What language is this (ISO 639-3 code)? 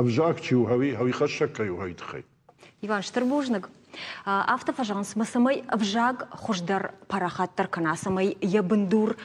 oss